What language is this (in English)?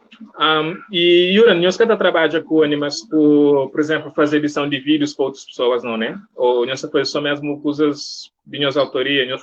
Kabuverdianu